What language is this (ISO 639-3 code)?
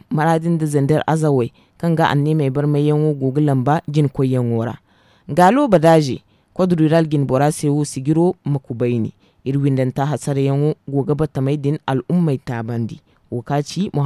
dje